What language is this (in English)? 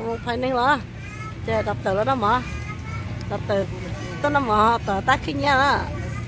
Vietnamese